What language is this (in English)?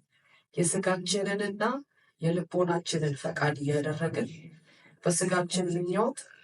Amharic